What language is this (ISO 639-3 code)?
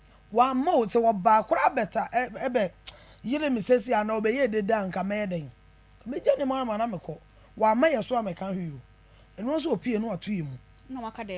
aka